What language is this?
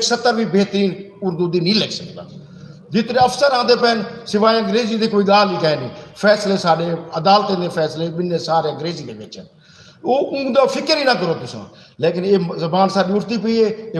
Saraiki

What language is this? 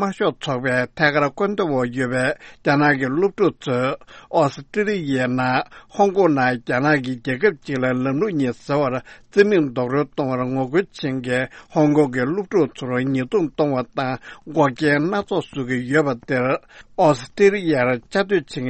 Tibetan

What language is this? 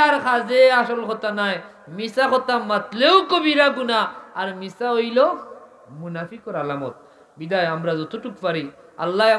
Sylheti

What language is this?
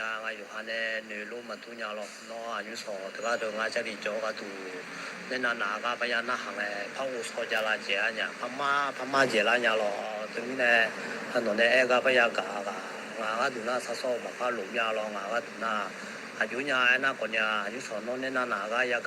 Akha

